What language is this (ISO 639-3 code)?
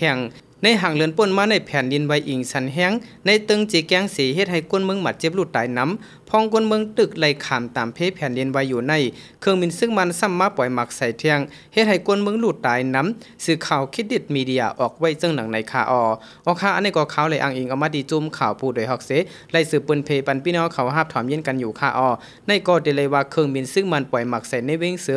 shn